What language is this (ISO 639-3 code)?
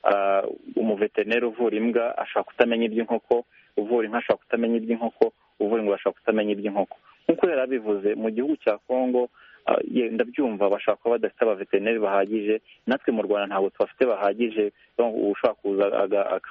kin